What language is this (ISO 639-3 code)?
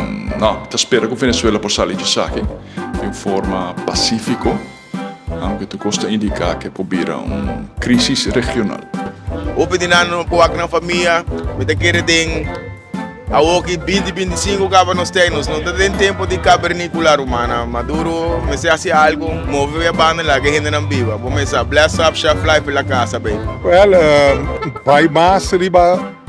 pap